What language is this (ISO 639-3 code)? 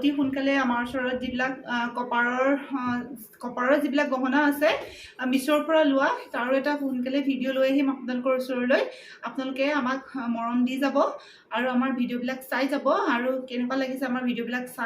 asm